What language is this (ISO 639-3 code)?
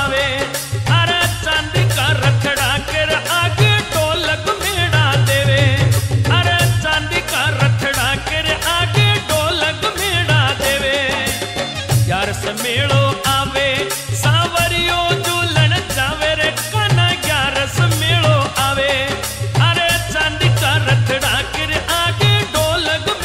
raj